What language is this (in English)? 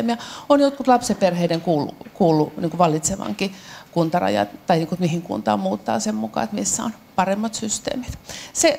Finnish